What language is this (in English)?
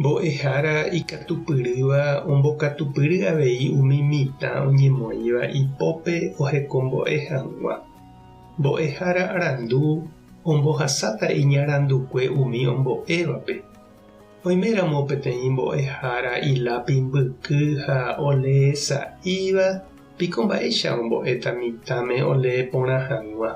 Guarani